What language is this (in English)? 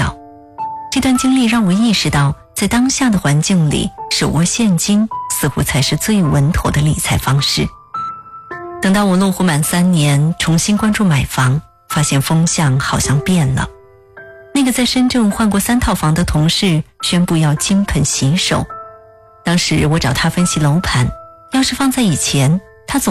Chinese